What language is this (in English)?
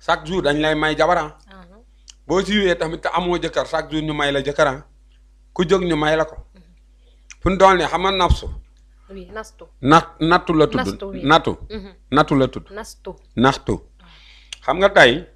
Wolof